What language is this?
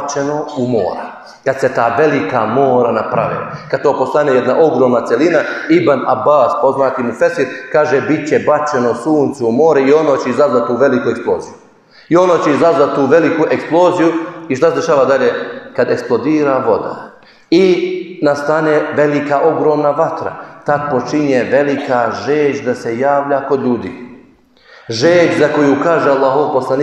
Bosnian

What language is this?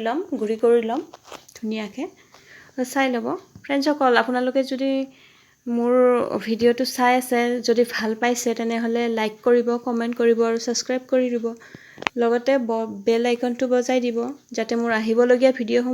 Assamese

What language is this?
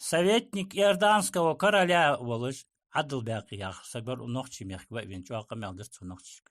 Ingush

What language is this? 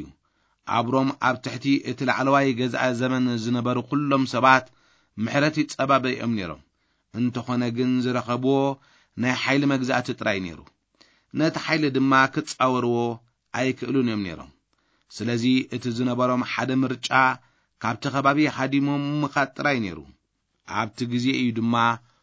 Tigrinya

